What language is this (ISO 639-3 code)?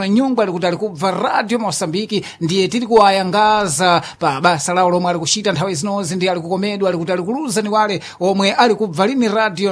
seh